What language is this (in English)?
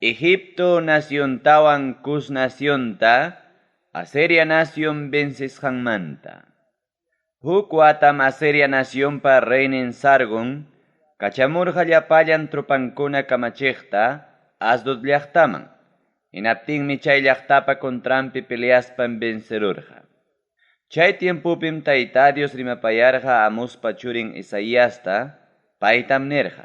Ayacucho Quechua